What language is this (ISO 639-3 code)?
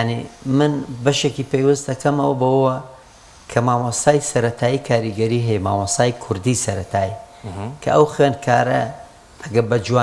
ckb